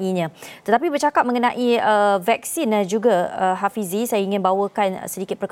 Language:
Malay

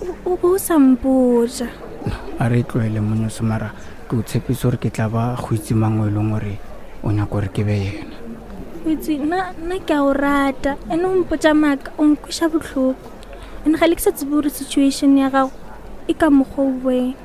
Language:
Northern Sotho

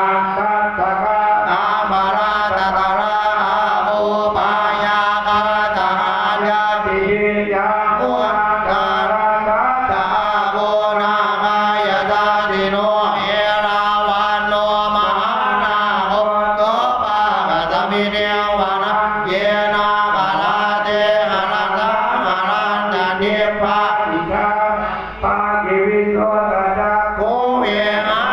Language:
Pali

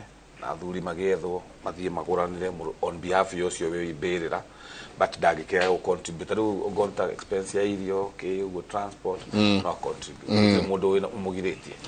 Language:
Kikuyu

